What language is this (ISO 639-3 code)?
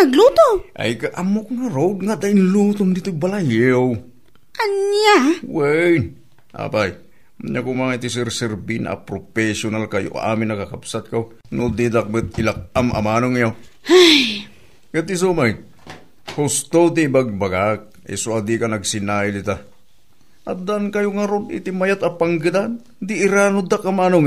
ilo